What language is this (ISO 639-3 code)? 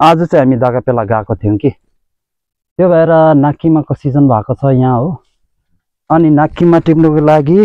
nep